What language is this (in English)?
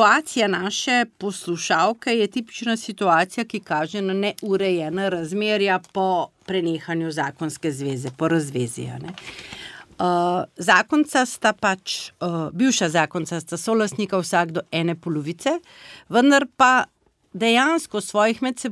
Slovenian